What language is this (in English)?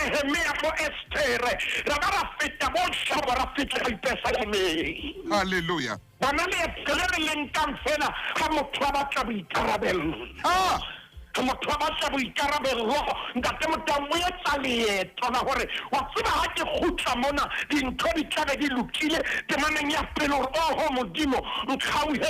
Southern Sotho